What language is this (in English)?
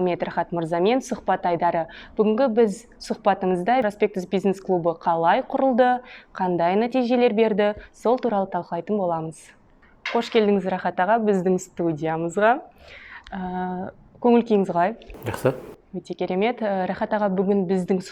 Kazakh